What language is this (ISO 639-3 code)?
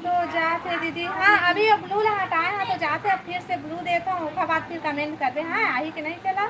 hne